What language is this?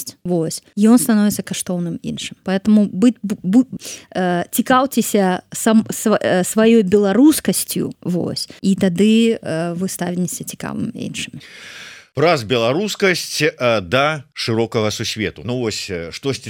Belarusian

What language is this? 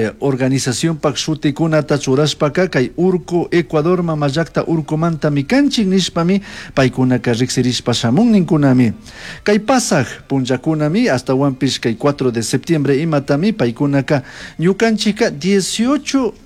Chimborazo Highland Quichua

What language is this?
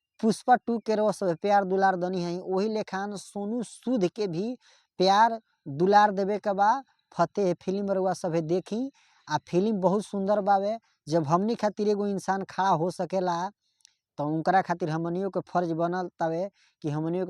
Bhojpuri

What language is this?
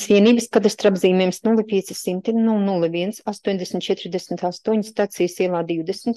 Latvian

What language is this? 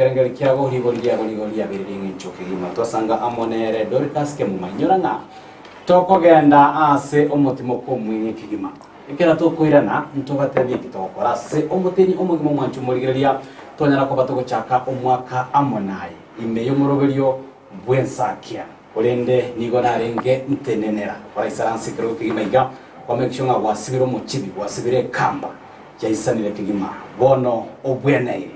Gusii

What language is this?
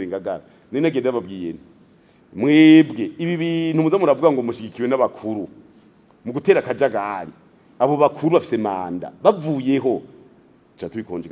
Rundi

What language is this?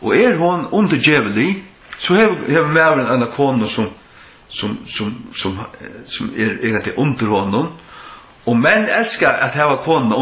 Faroese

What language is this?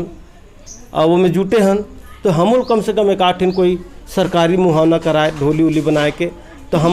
Chhattisgarhi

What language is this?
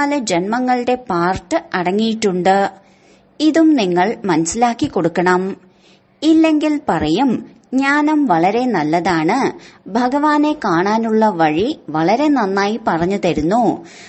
Malayalam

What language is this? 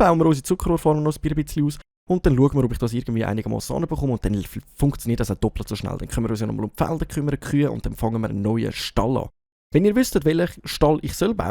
Swiss German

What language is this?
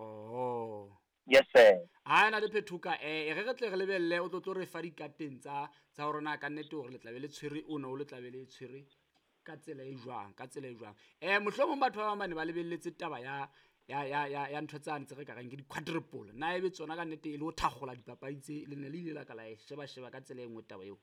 Southern Sotho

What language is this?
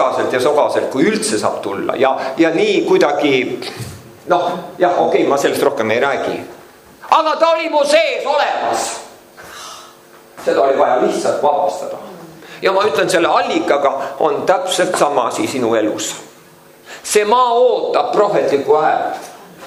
Estonian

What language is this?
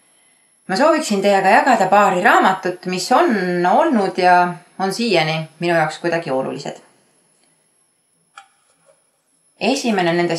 Estonian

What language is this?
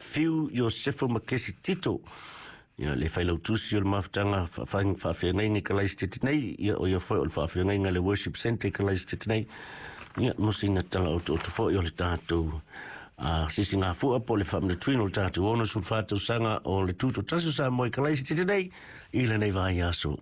Samoan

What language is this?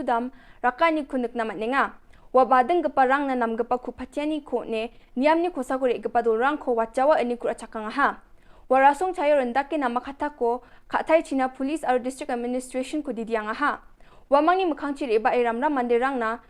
Garo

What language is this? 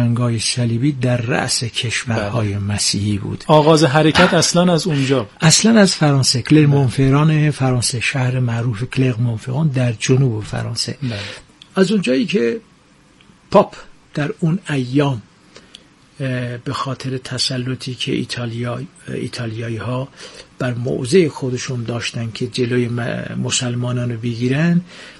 Persian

